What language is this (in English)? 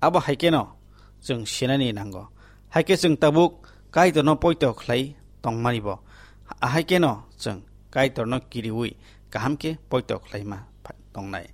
Kok Borok